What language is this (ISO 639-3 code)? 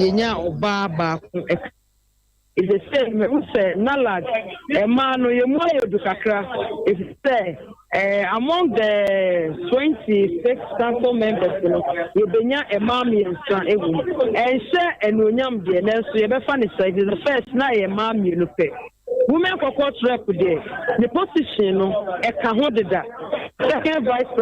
aka